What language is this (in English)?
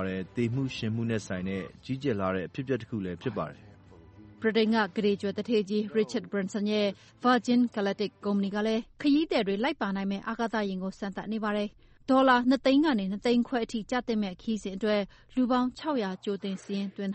Burmese